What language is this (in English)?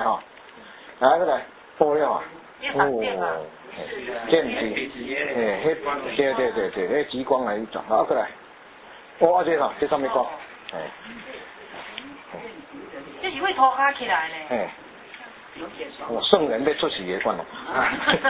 Min Nan Chinese